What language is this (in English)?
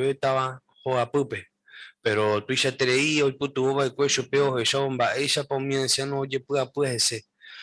Guarani